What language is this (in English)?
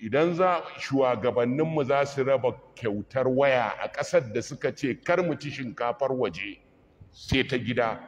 Hausa